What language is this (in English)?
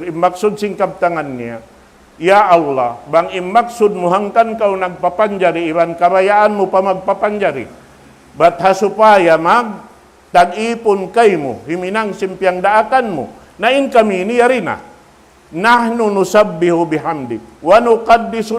Tausug